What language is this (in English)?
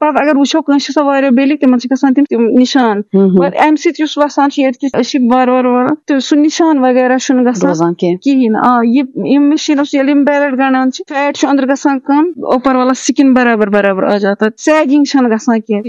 Kashmiri